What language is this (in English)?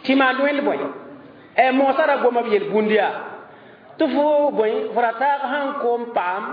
Mossi